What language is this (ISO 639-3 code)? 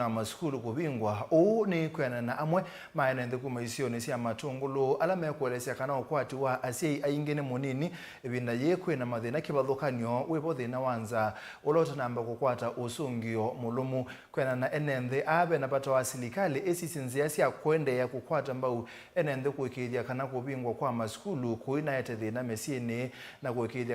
kam